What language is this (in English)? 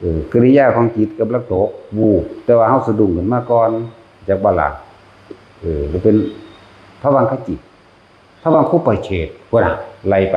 Northeastern Thai